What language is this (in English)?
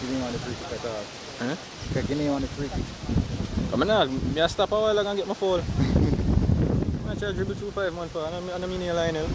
Jamaican Creole English